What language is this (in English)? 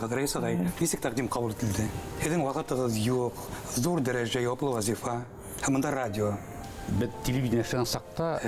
Bashkir